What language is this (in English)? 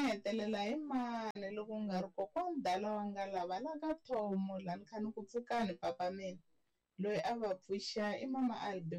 Tsonga